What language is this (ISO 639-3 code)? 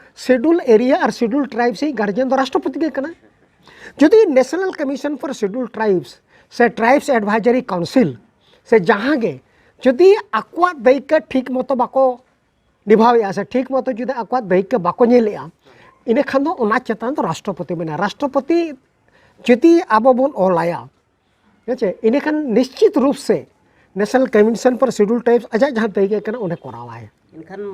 sat